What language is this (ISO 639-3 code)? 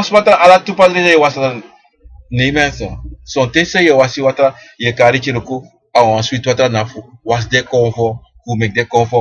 srn